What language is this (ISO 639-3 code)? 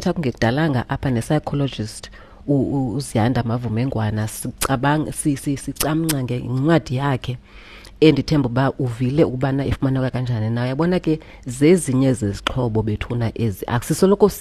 xho